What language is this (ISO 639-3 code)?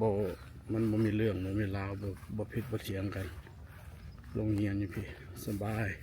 lao